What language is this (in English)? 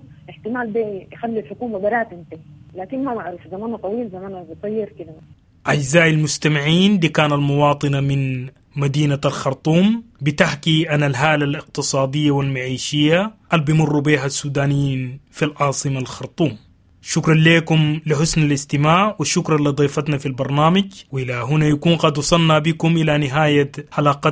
Sudanese Arabic